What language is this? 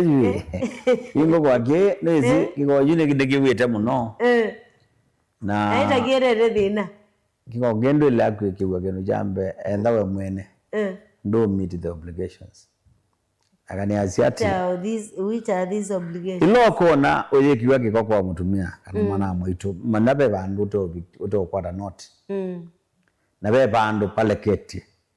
Kamba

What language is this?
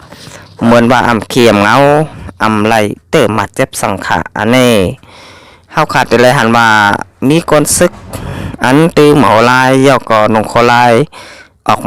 Shan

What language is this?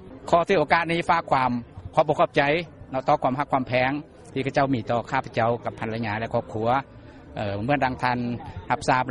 Lao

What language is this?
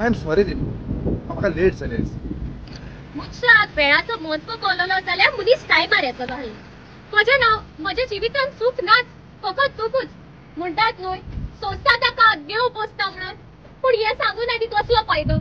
Konkani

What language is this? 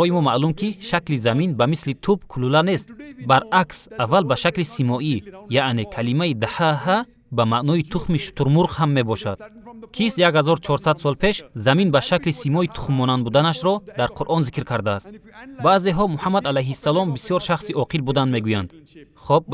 Tajik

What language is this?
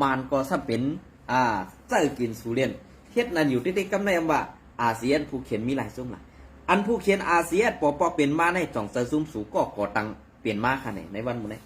Shan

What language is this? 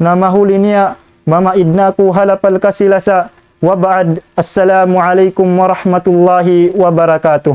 Tausug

